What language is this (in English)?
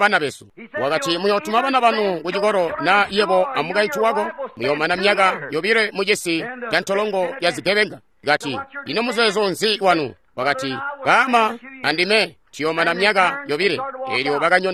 Tonga (Zambia)